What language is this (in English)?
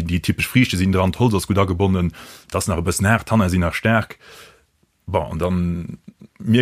Luxembourgish